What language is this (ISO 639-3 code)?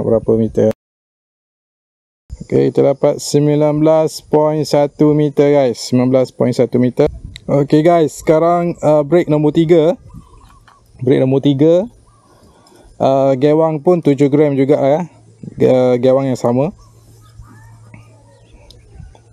msa